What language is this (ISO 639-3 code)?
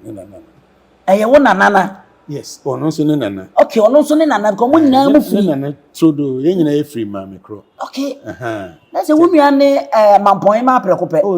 aka